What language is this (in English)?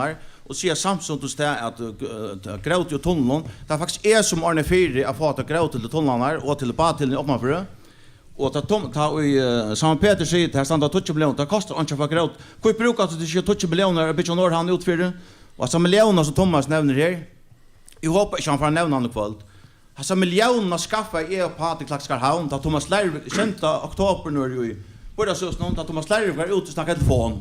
Faroese